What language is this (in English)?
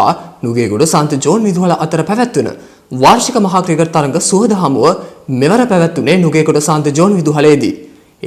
Sinhala